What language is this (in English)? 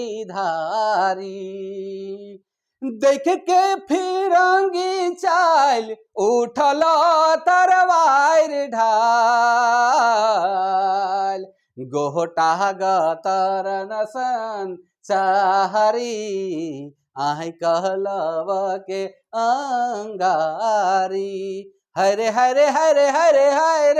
Sadri